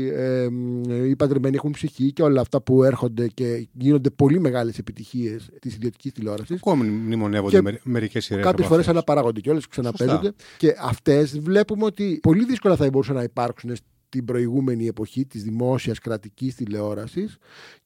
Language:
Greek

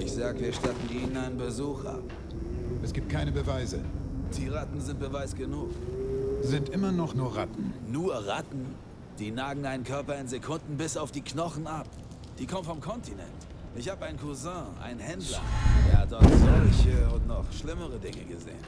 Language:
Bavarian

